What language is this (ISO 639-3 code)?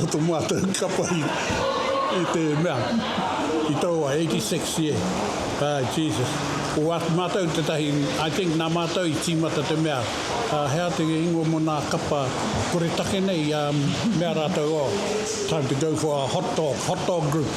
mri